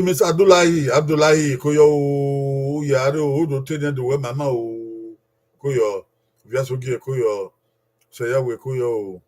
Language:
Bini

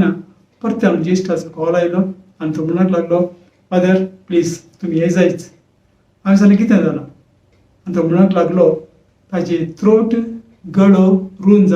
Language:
Konkani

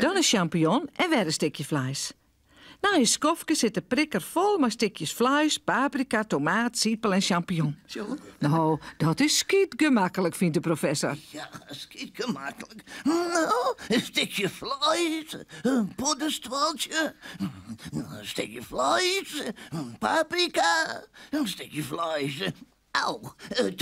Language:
Western Frisian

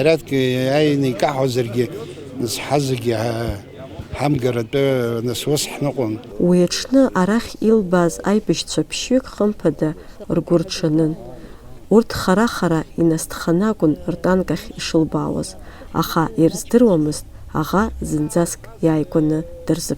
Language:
Abkhazian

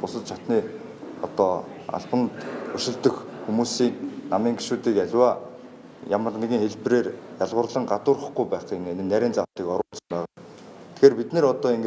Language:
Mongolian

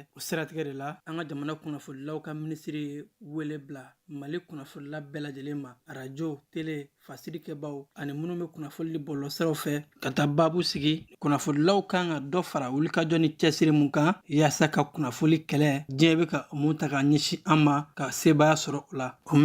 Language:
Bambara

